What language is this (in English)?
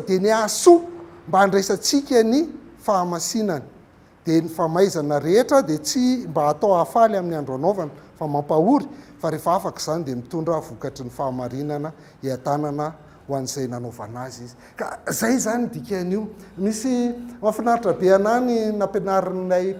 Malagasy